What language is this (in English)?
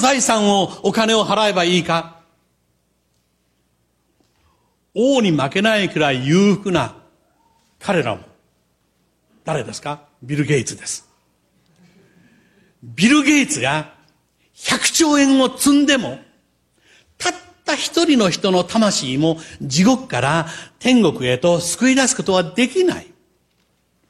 Japanese